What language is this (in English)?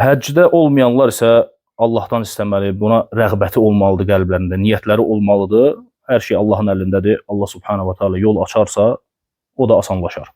Azerbaijani